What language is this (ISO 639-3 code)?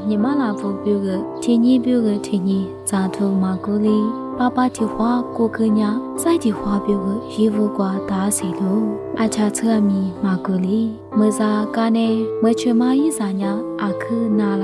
lis